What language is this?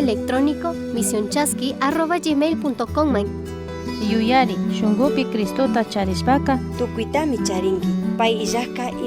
Chimborazo Highland Quichua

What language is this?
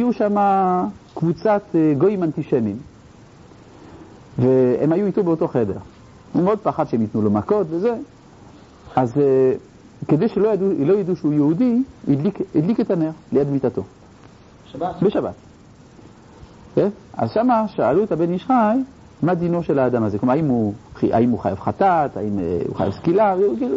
Hebrew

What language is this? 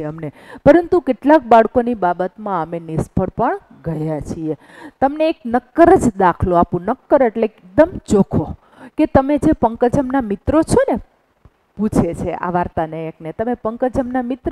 Gujarati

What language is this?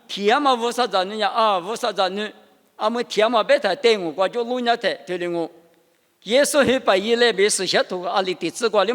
Lisu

